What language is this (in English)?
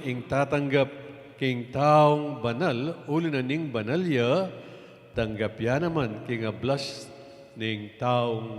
Pampanga